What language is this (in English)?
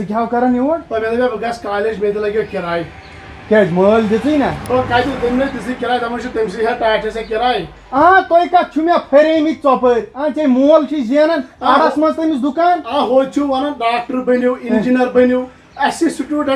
Kashmiri